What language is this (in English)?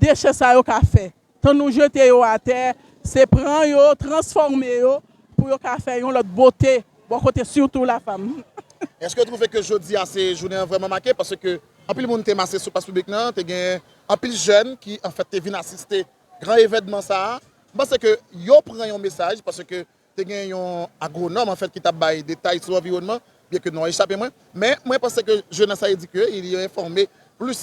Haitian Creole